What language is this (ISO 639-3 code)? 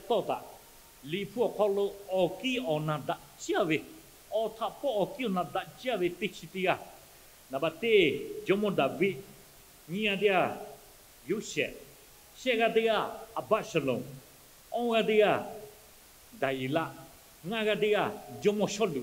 lhu